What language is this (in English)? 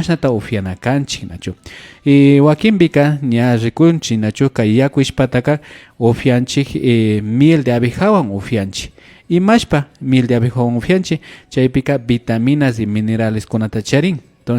Imbabura Highland Quichua